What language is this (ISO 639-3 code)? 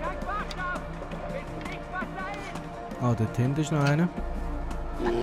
gsw